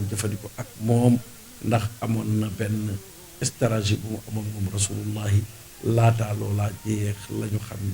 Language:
Wolof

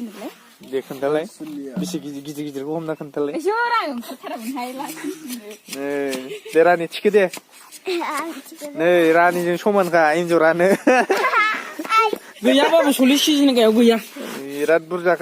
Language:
Bodo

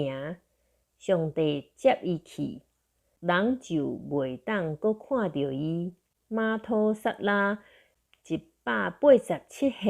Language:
Min Nan Chinese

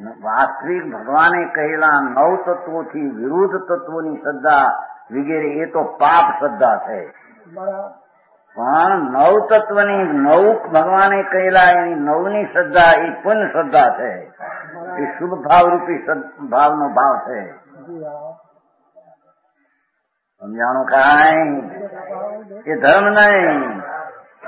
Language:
Gujarati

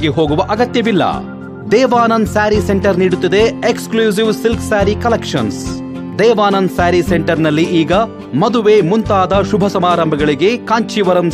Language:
Kannada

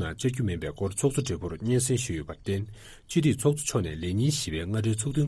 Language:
Tibetan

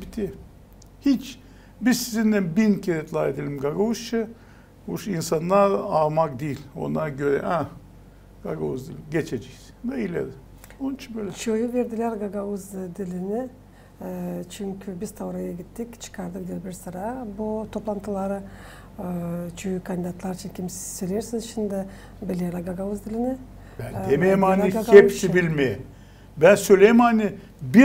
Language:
Gagauz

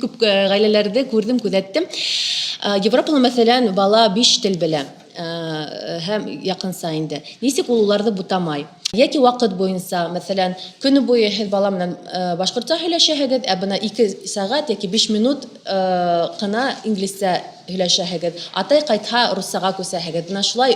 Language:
Bashkir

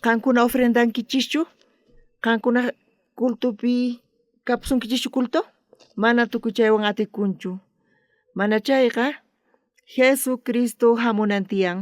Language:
South Bolivian Quechua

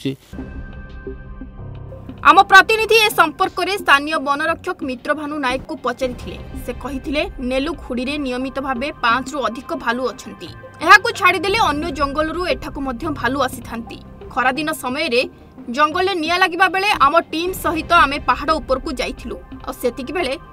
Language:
Odia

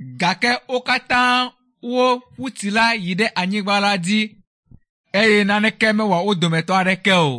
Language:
Ewe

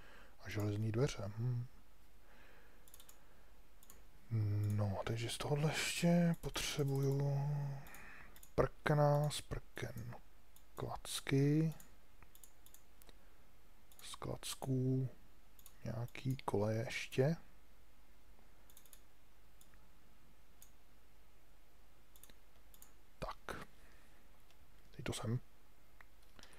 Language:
Czech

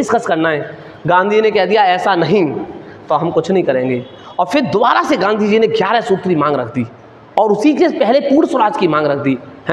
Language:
Hindi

